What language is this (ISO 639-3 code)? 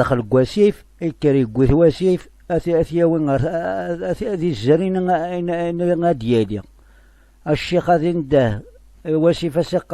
kab